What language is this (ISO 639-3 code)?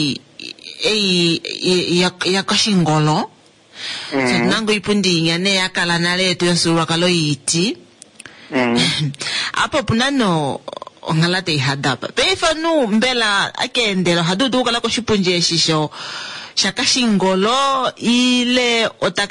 kua